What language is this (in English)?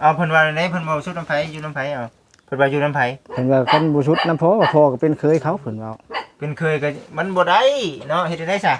Northeastern Thai